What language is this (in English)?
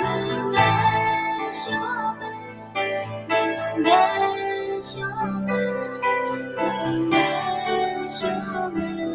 Akha